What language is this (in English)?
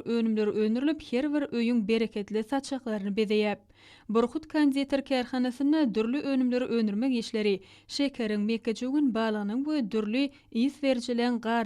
Turkmen